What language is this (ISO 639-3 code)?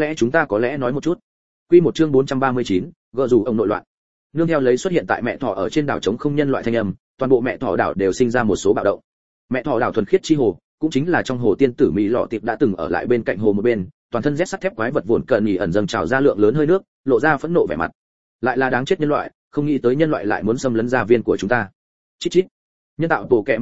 vie